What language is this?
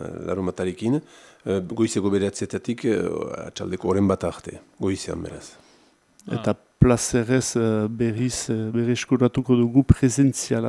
Basque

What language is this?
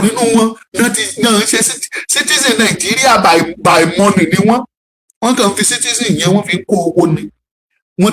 Yoruba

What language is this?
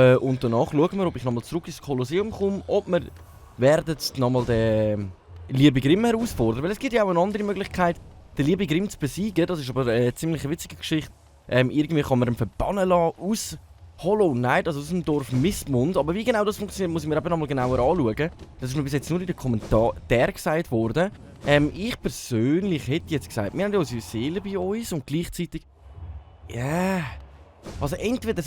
Swiss German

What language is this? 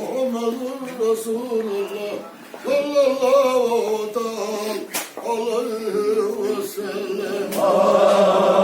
Chechen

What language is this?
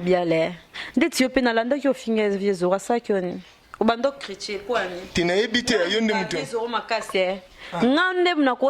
Lingala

